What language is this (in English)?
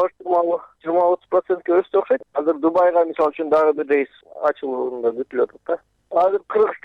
Kyrgyz